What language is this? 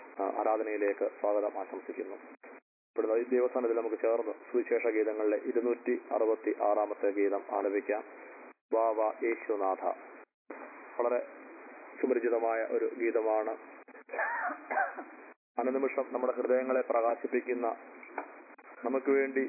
Malayalam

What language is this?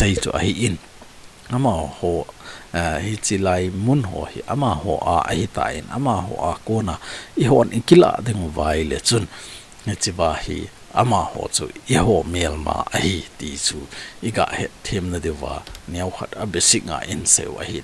Thado Chin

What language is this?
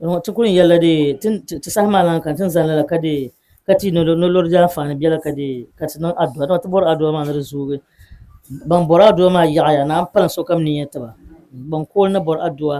Dagbani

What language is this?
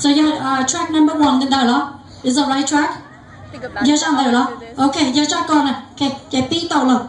Hmong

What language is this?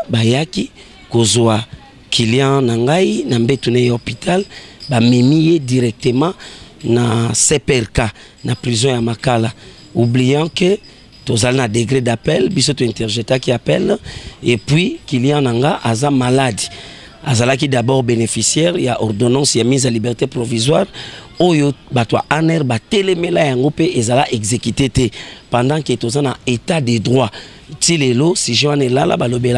Lingala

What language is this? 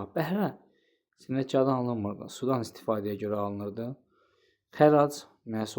Azerbaijani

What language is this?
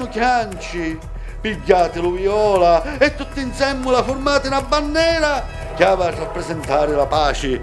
Sicilian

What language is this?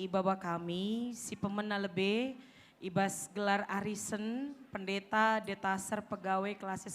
Batak Karo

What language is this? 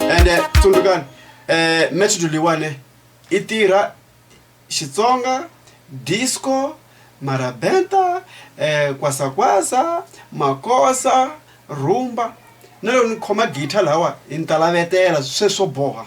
Tsonga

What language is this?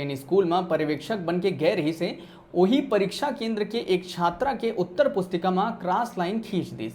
Chhattisgarhi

